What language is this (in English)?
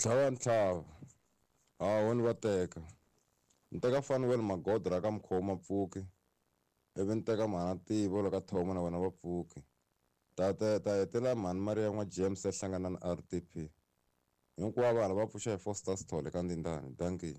Tsonga